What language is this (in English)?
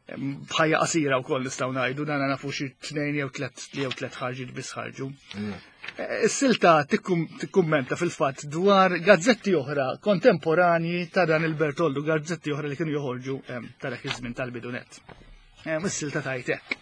Maltese